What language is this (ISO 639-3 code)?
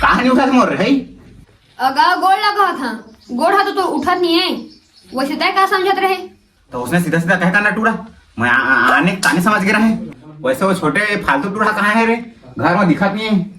hne